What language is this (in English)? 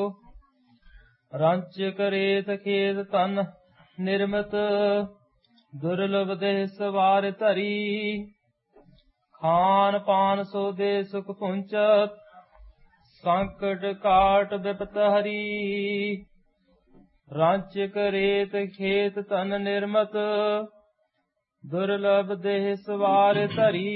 Punjabi